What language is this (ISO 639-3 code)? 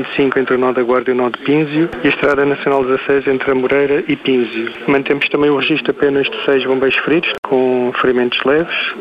por